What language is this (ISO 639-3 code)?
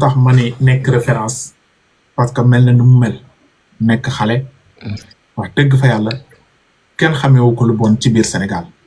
wol